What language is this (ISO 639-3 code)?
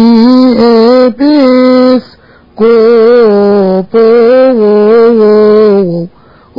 ara